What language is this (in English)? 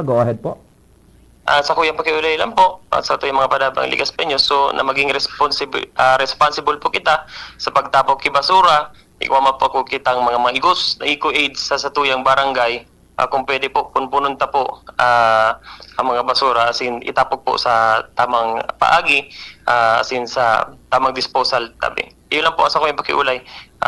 Bikol